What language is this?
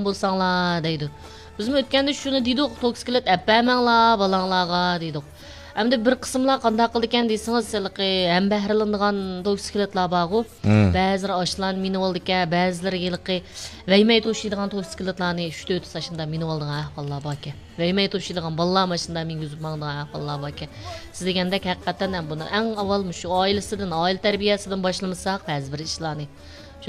Uyghur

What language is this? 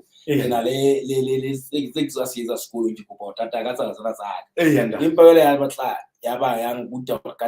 Southern Sotho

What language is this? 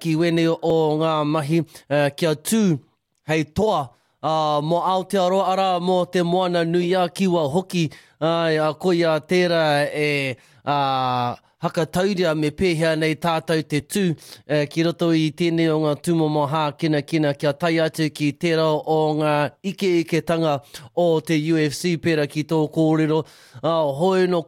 Māori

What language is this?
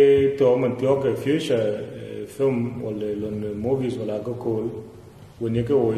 Dinka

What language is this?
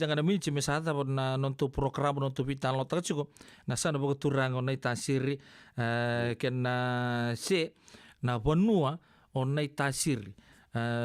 Fijian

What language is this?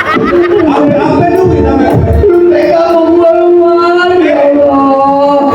Betawi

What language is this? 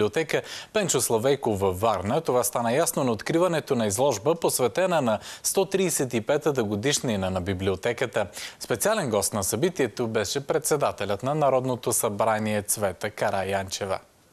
Bulgarian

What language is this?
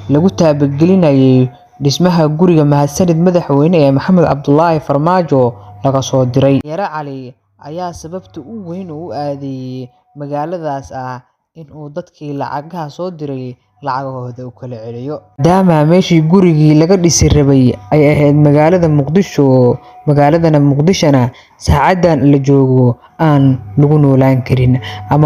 Somali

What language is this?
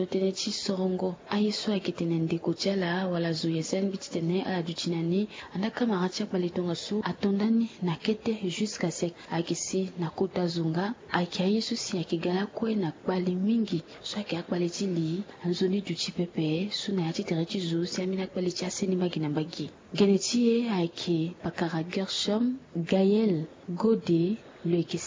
Sango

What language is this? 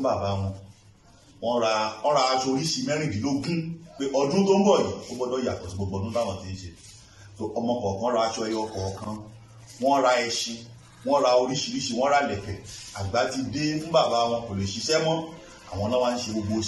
Yoruba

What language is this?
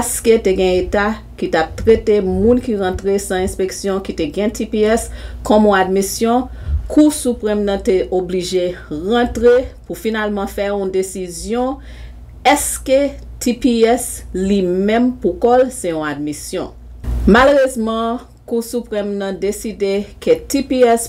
Haitian Creole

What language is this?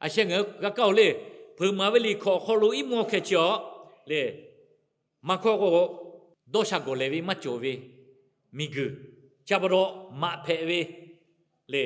Lahu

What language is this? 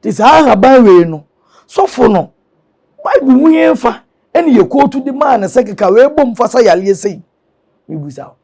Akan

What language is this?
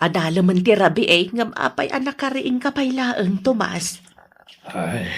Iloko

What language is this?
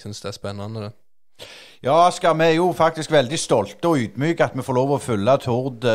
Norwegian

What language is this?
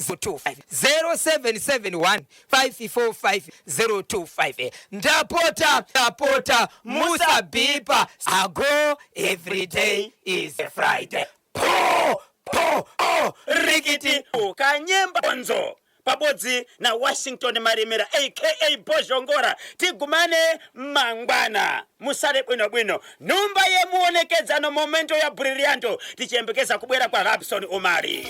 Shona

